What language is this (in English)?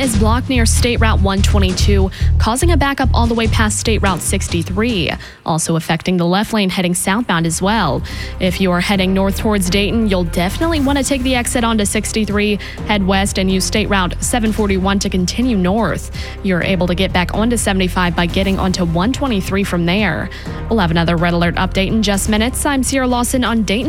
English